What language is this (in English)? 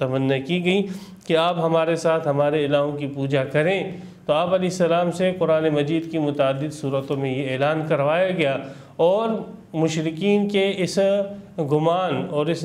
Urdu